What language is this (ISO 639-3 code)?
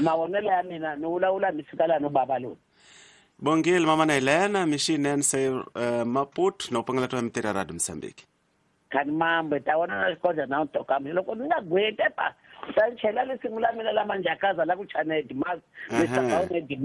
tso